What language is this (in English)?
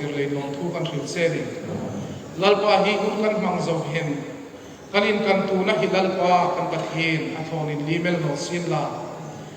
Hmar